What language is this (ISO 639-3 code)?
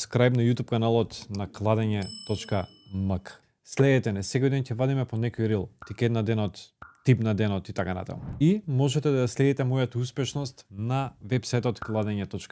mkd